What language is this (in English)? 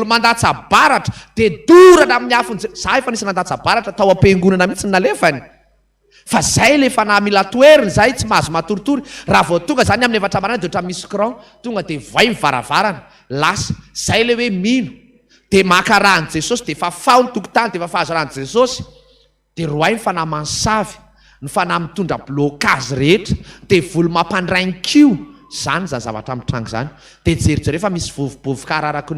Malagasy